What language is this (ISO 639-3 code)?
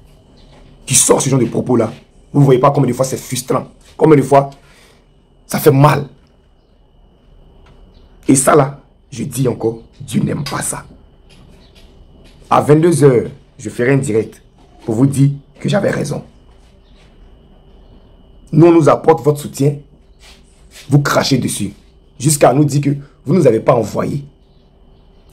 fra